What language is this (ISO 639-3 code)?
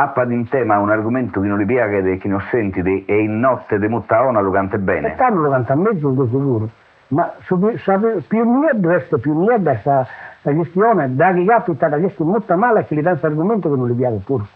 srd